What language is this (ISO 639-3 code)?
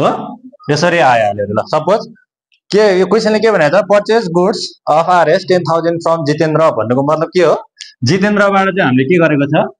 nep